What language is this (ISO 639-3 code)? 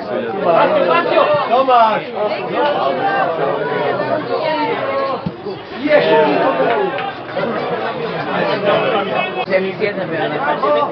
slk